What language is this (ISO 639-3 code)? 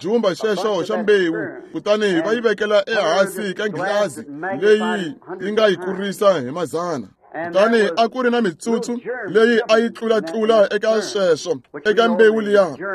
tso